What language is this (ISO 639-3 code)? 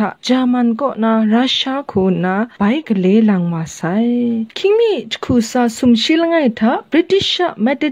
kac